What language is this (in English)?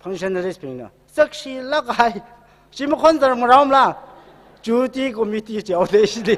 Tangkhul Naga (India)